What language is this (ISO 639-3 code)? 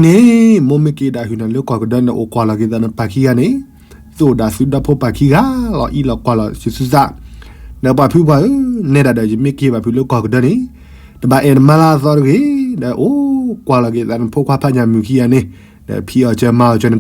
ksw